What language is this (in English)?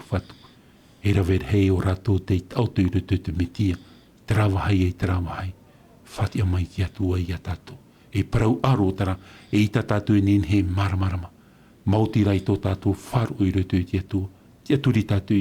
Tahitian